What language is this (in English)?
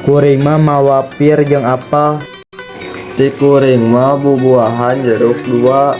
Sundanese